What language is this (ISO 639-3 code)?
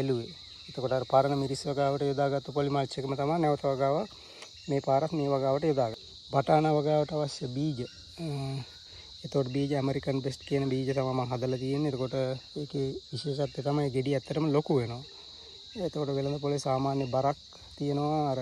sin